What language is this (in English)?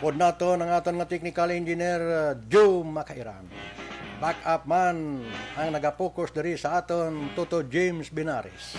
Hiligaynon